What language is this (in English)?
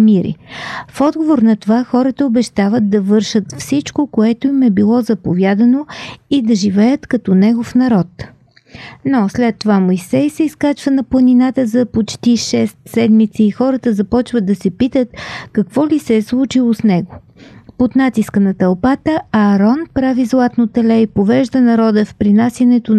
Bulgarian